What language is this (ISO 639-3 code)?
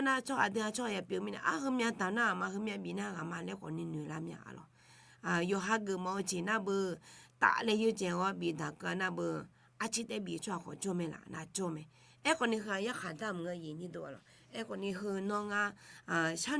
ahk